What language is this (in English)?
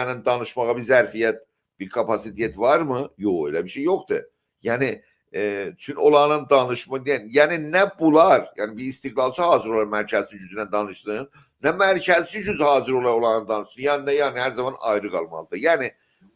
South Azerbaijani